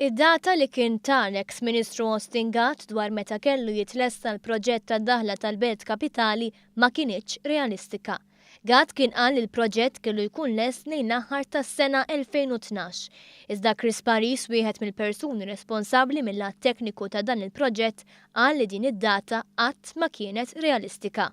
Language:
Maltese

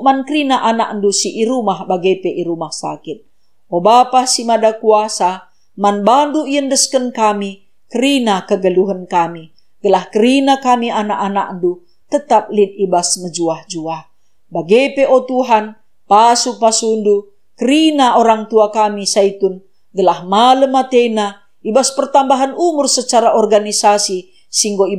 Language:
Batak Karo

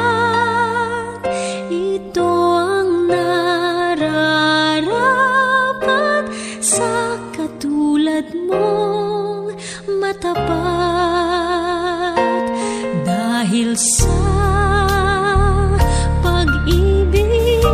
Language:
Filipino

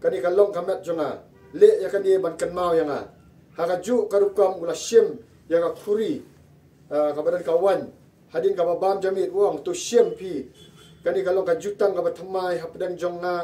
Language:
Khasi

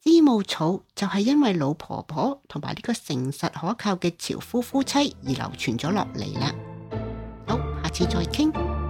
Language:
Cantonese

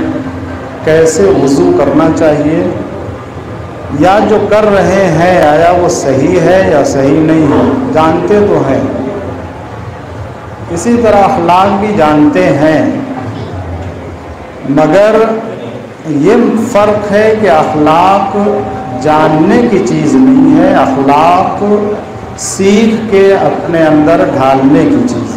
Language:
Urdu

